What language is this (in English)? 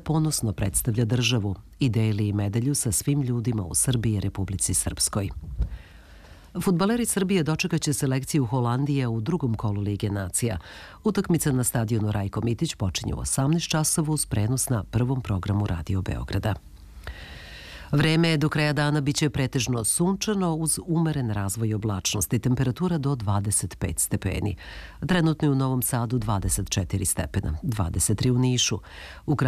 Serbian